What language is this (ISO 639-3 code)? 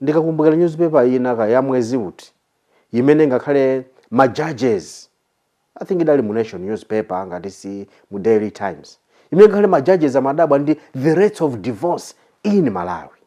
nya